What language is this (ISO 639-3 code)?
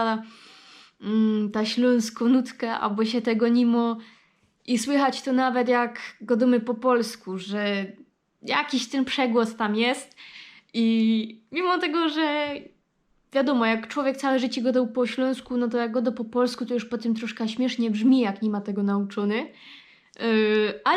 szl